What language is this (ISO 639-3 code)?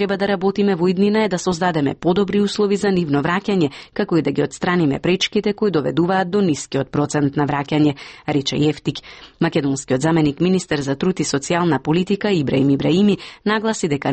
mkd